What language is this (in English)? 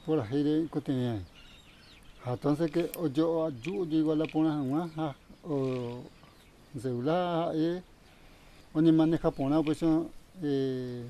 Guarani